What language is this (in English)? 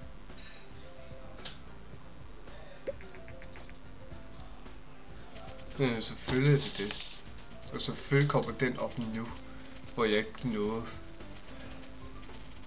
Danish